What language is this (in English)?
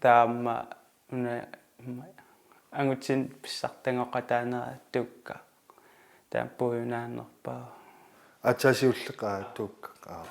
Kalaallisut